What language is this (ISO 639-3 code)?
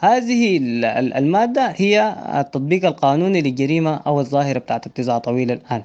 apd